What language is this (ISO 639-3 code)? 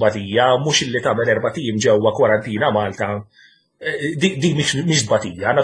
mlt